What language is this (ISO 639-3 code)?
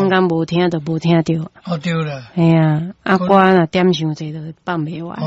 nan